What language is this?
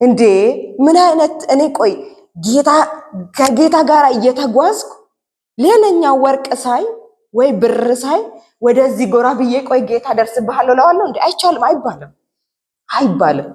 Amharic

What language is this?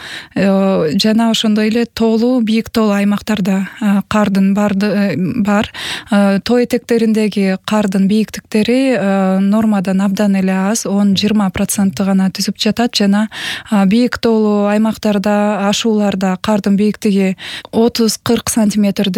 Kyrgyz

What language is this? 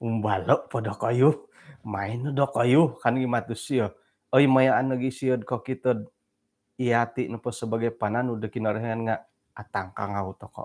Central Dusun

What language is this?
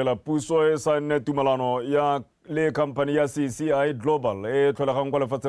Tswana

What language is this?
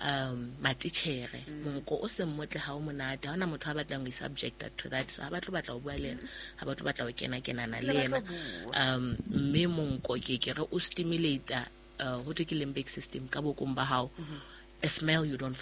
Southern Sotho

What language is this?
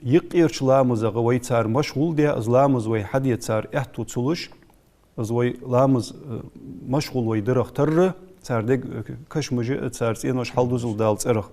Ingush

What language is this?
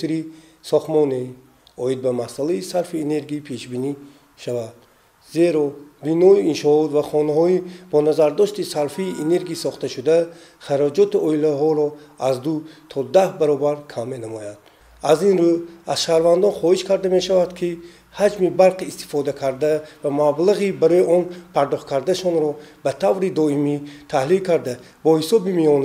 Tajik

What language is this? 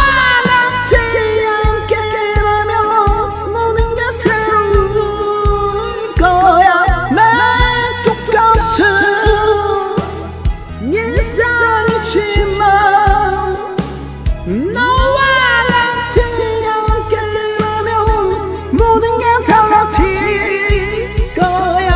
Korean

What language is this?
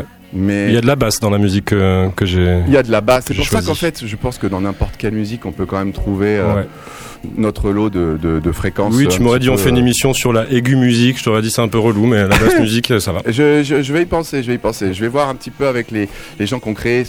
French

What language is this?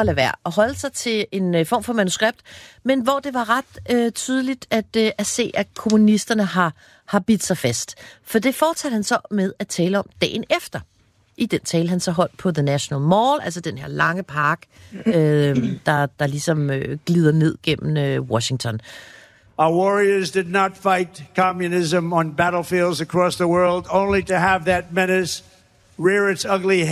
Danish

